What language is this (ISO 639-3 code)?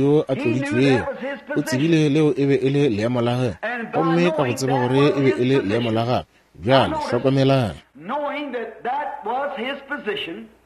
nso